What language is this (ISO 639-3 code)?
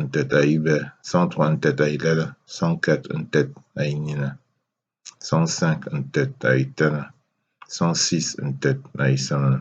ewo